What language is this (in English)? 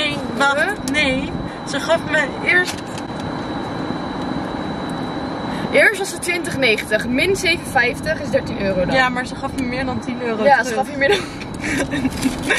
Dutch